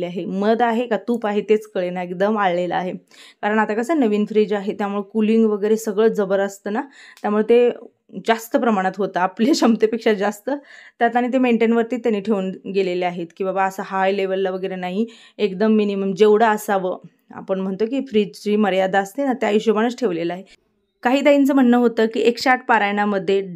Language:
Marathi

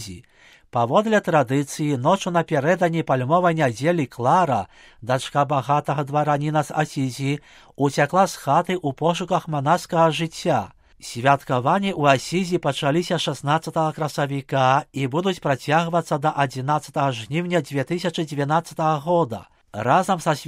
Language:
Belarusian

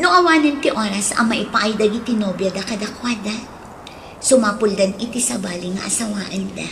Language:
Iloko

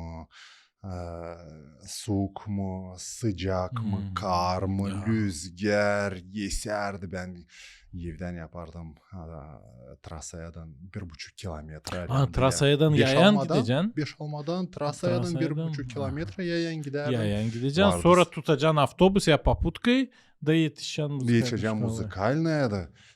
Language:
Gagauz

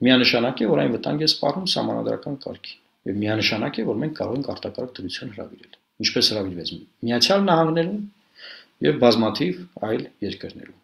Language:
Armenian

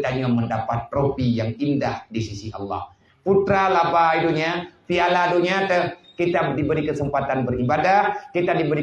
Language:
Achinese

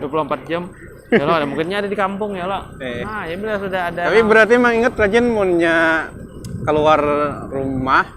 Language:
Banjar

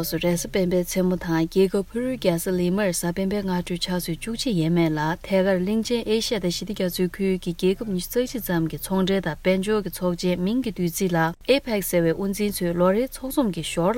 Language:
Tibetan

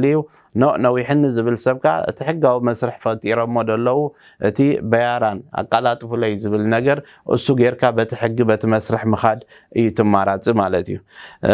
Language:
Tigrinya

